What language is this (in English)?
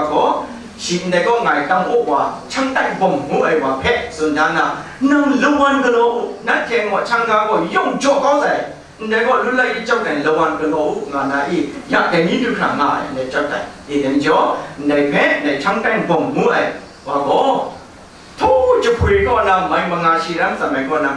Kachin